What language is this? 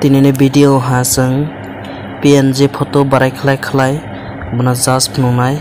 Kok Borok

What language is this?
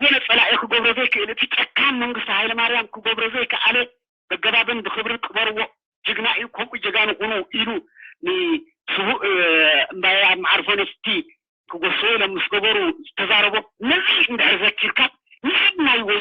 Tigrinya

